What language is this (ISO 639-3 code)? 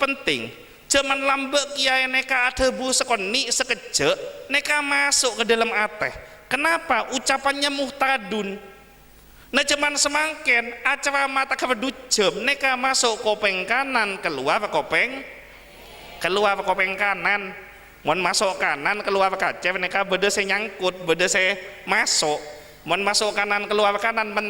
mad